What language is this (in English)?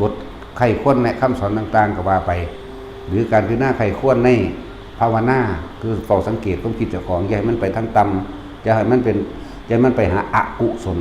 Lao